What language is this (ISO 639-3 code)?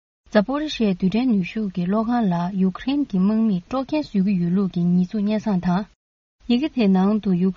bod